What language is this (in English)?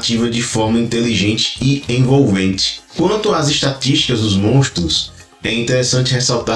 Portuguese